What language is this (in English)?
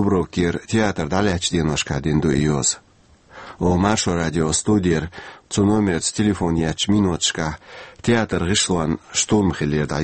Chechen